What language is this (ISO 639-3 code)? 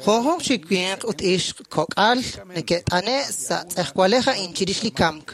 kek